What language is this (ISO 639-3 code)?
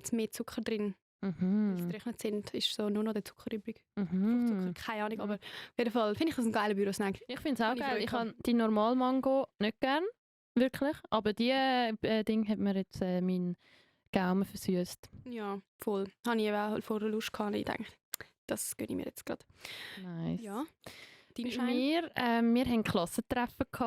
gsw